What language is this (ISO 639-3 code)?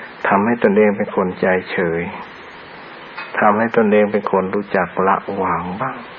tha